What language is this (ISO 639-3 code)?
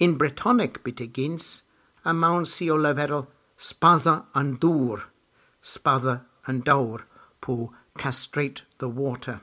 cor